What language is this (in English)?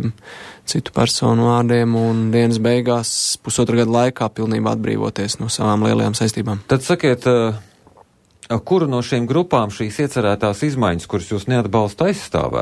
Latvian